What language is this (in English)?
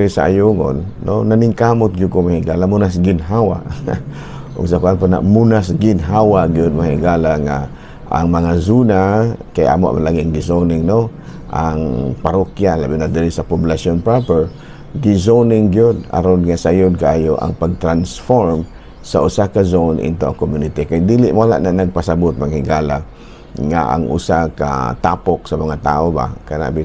Cebuano